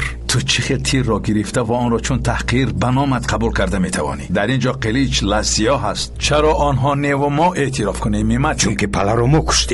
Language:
Tajik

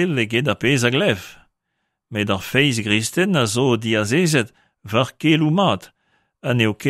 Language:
Breton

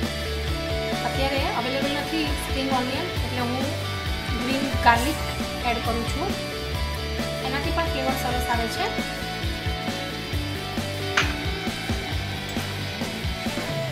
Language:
Gujarati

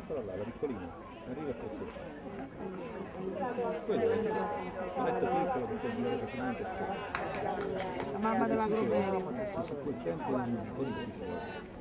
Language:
Italian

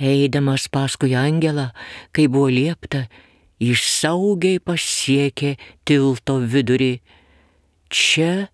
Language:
Lithuanian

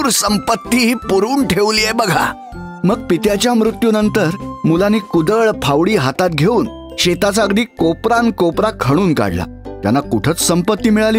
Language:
Marathi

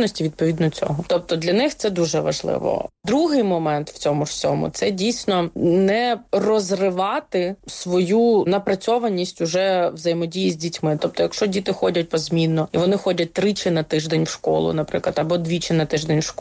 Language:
Ukrainian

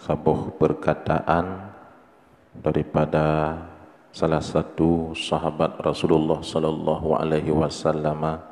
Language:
Achinese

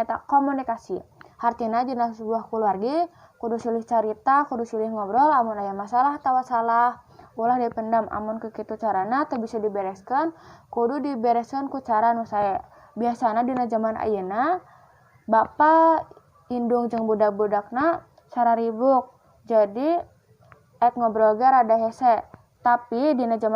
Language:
Sundanese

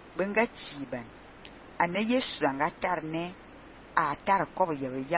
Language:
Fang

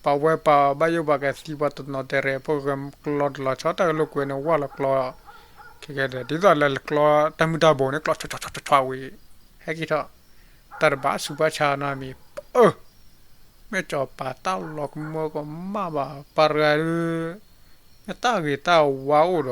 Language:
S'gaw Karen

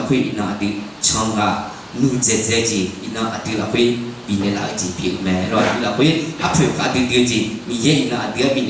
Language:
Akha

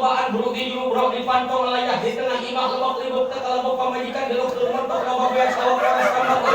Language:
Sundanese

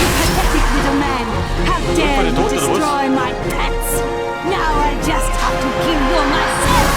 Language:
Bavarian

